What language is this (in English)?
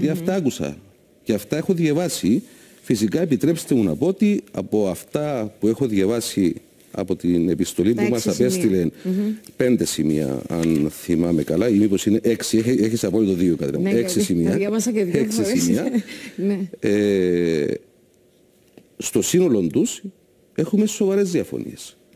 Greek